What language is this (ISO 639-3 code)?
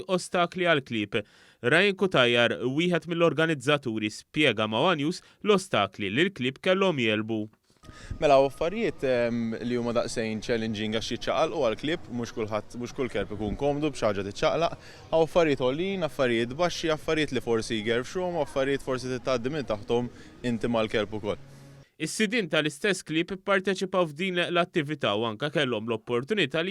mlt